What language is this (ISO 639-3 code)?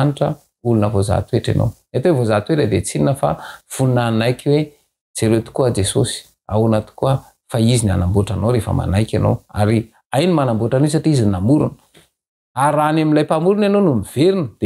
mlg